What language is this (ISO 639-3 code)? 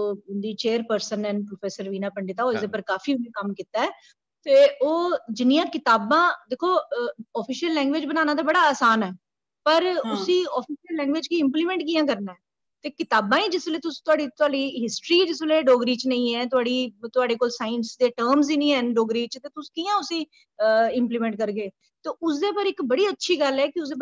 doi